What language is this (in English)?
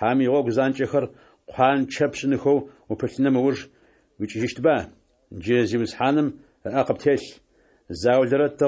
Adyghe